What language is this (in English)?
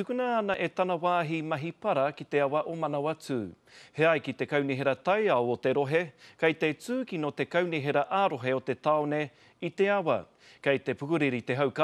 Māori